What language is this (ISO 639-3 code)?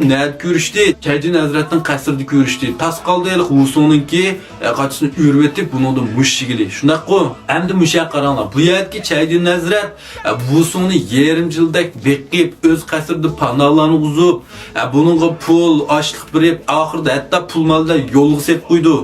uig